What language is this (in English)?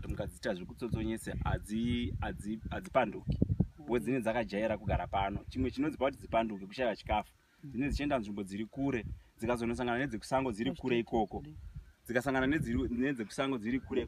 Shona